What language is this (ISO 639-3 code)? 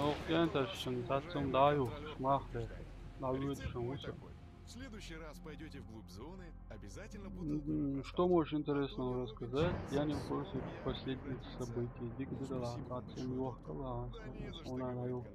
che